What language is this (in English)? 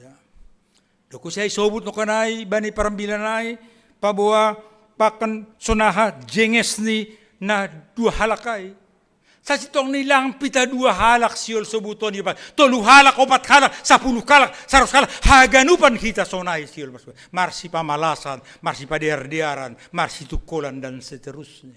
Batak Simalungun